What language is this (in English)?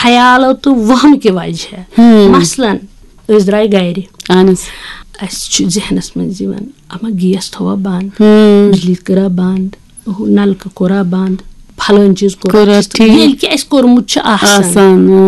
Kashmiri